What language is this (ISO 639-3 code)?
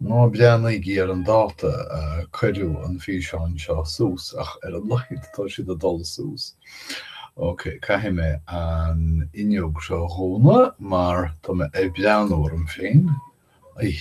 gle